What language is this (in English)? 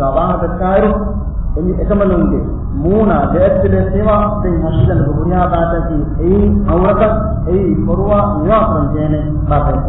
Divehi